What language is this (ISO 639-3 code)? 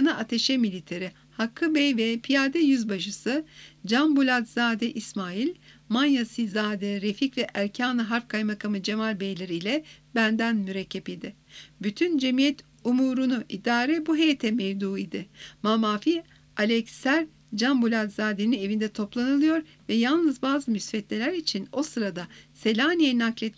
tur